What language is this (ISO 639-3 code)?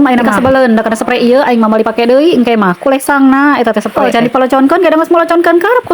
sun